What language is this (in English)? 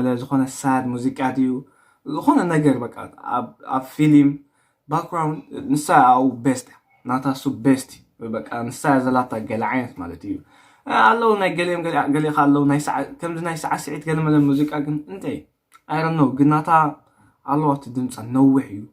Tigrinya